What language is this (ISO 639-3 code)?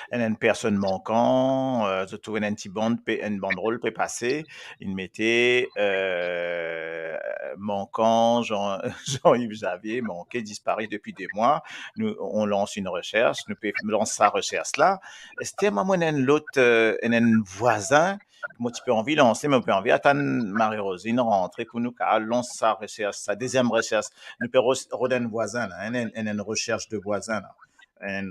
mfe